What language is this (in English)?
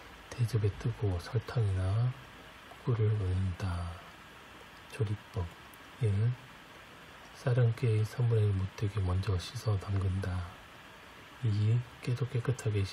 Korean